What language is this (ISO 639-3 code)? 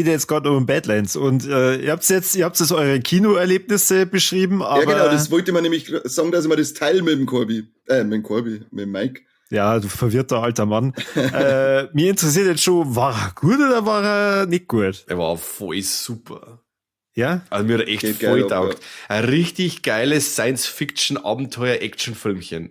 bar